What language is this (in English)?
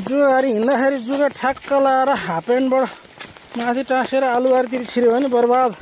Nepali